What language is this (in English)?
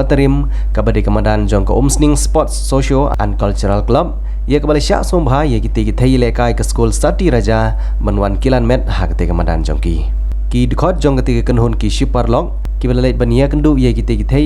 Khasi